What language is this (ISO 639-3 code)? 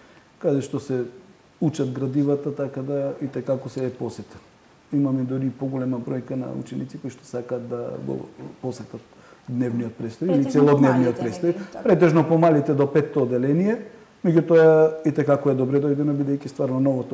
mkd